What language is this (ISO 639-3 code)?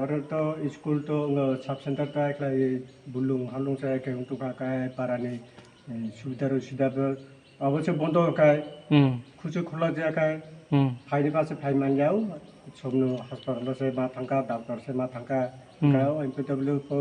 trp